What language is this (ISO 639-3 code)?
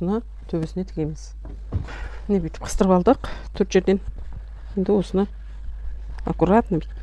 kaz